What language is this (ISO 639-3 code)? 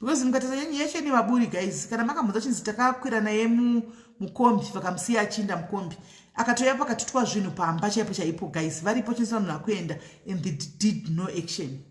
sna